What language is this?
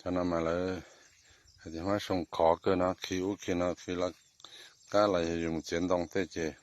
Hmong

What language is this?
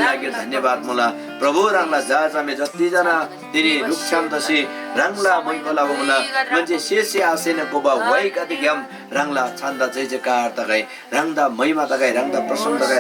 Eastern Tamang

